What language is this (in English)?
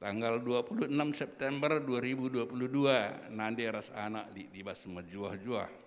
Batak Karo